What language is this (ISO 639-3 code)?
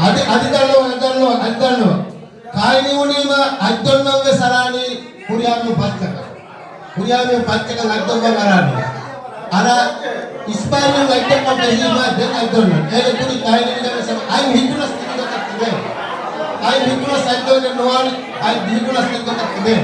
div